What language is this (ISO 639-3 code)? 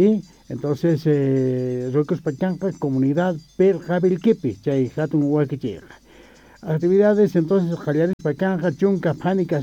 quh